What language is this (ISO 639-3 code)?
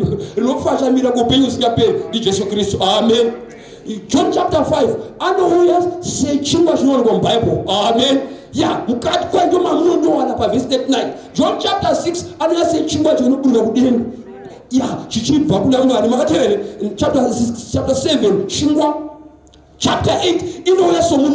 sna